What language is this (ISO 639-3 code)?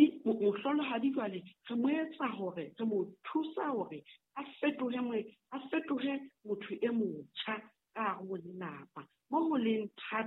sot